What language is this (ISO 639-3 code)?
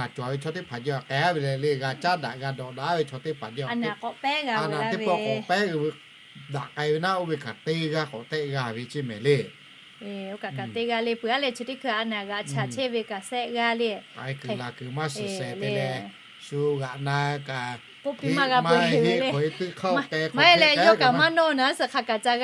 lhu